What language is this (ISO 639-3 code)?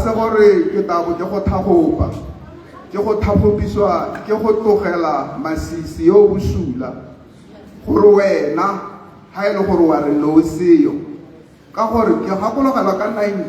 tsn